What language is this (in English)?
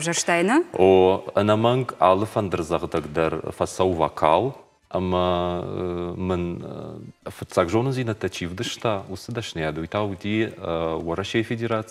Ossetic